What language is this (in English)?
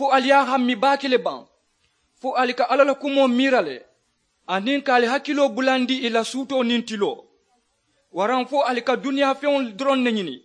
Mandingo